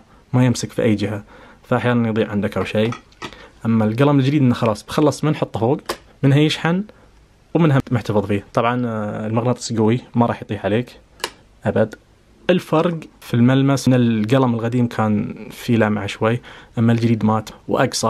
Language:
Najdi Arabic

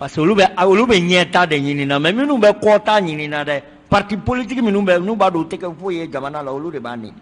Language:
Bambara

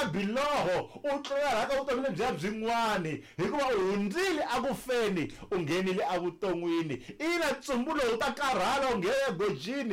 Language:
Tsonga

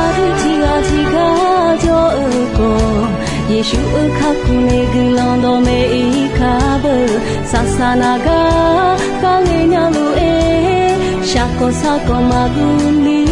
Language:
Akha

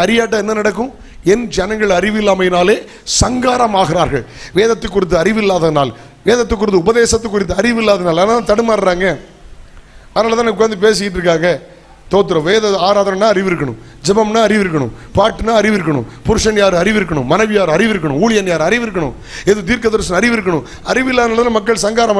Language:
Tamil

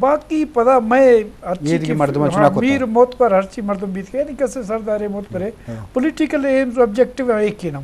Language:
Eastern Balochi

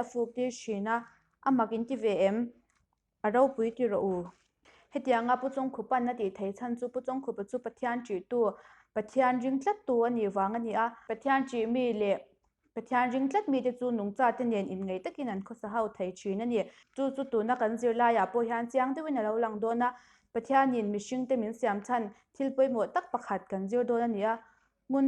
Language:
Mizo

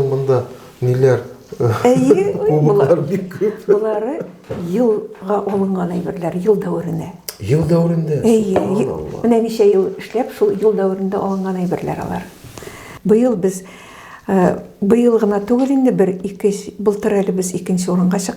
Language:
Tatar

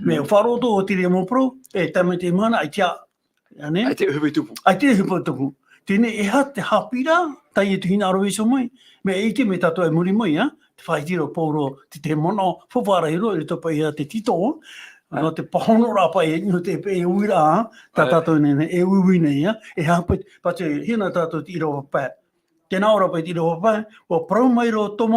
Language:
Tahitian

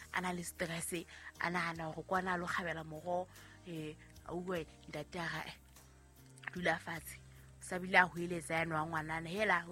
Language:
Southern Sotho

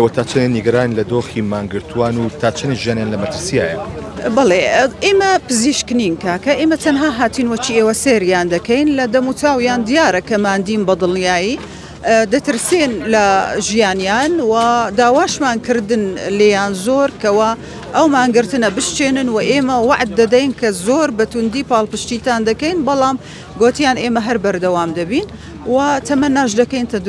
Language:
Central Kurdish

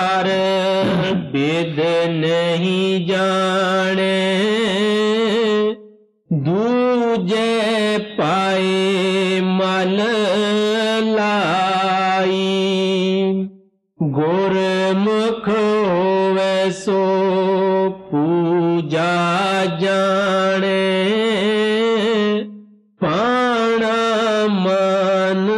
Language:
Punjabi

